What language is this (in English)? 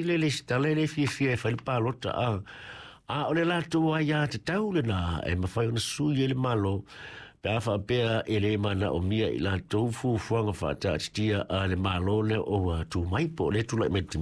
Samoan